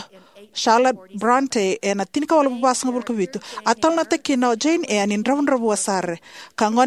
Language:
Fijian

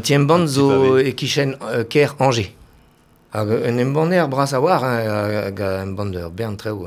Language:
Breton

